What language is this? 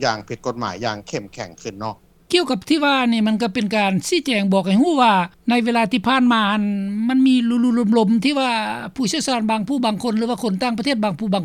Lao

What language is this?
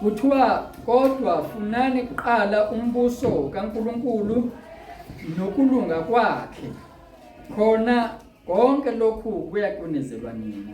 Zulu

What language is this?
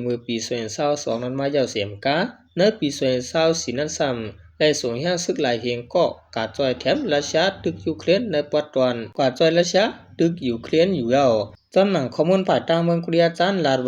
Shan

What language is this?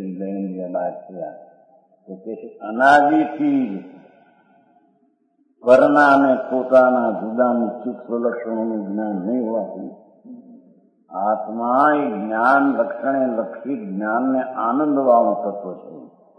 Gujarati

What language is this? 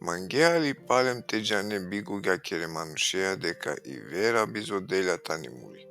Balkan Romani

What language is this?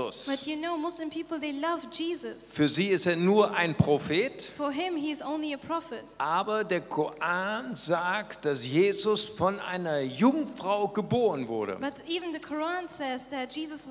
German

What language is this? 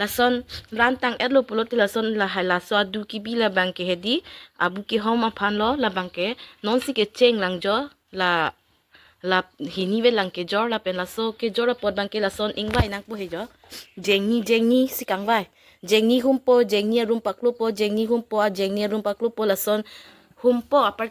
Karbi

